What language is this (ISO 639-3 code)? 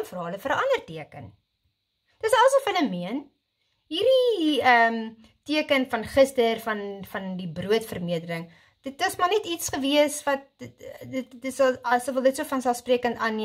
afr